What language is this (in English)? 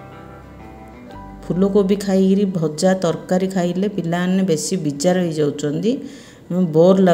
Odia